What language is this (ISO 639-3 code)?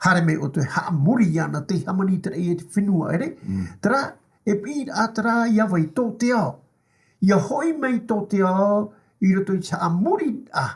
tah